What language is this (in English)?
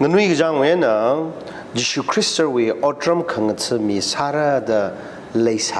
Tangkhul Naga (India)